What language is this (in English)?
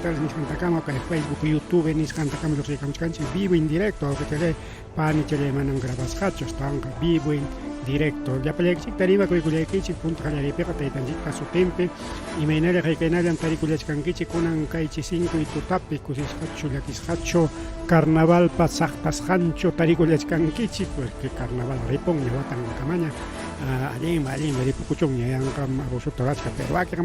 Ayacucho Quechua